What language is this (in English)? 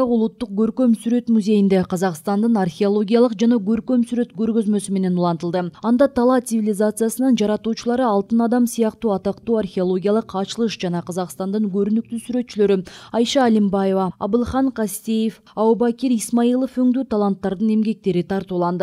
Kyrgyz